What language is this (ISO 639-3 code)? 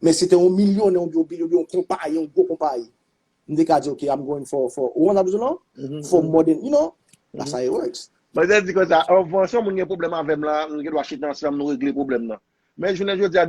hat